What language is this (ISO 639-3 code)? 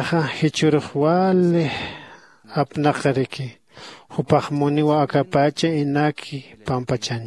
aym